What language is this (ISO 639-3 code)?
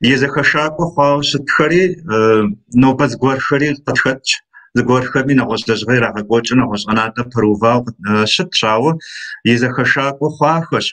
kbd